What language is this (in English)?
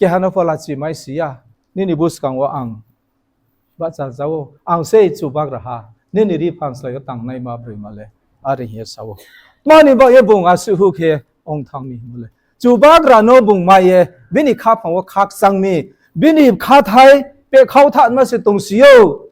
Riang (India)